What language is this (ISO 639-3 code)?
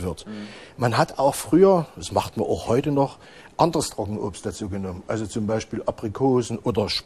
deu